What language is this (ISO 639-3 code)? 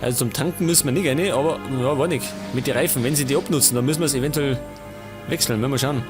bar